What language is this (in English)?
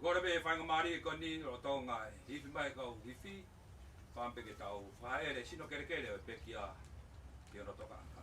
Tongan